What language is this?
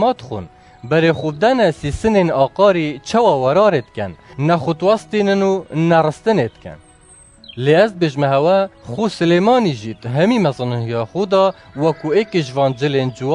Kurdish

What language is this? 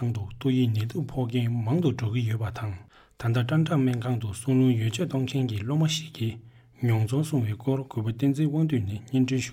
Tibetan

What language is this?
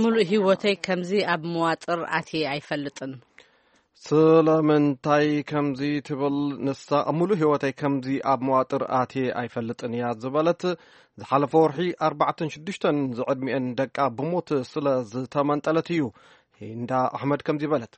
Tigrinya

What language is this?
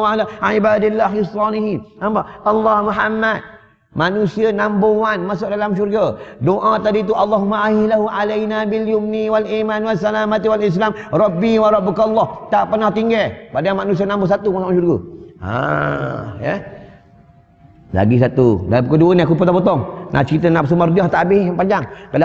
Malay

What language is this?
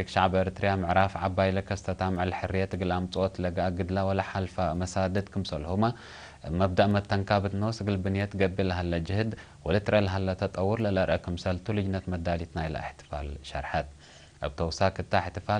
Tigre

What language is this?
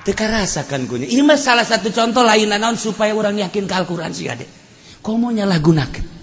Sundanese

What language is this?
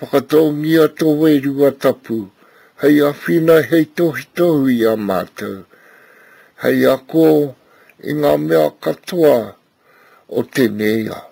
Māori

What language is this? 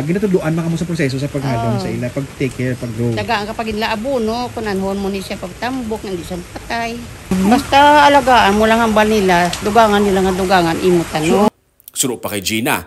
Hiligaynon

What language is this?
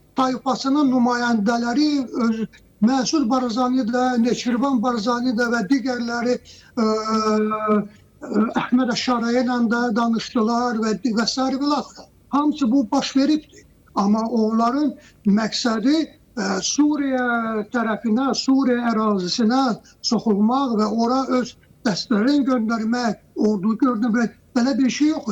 Azerbaijani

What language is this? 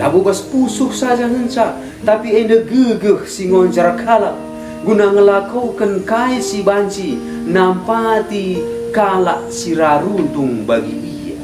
Batak Karo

